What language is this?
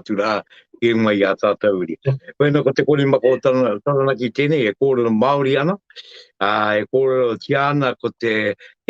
Māori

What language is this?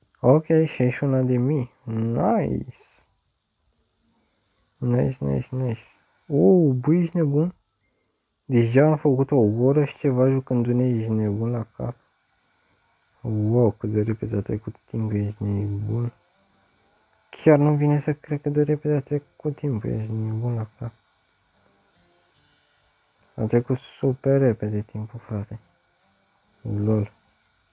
Romanian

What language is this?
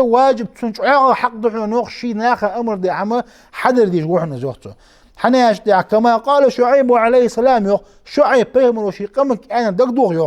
Ingush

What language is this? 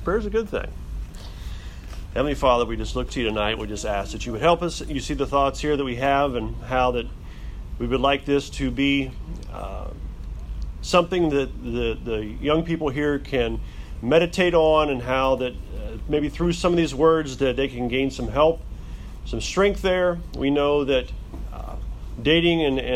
English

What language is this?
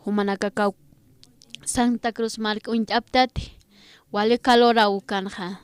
Aymara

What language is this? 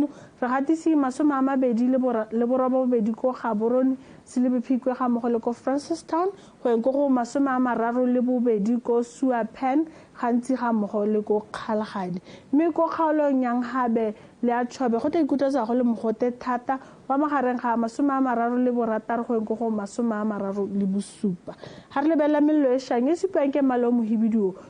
Tswana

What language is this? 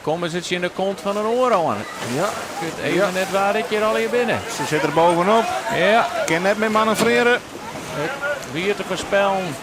Western Frisian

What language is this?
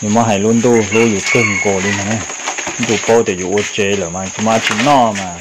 Hmong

